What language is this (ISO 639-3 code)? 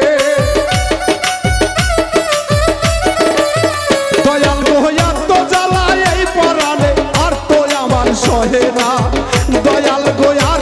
ben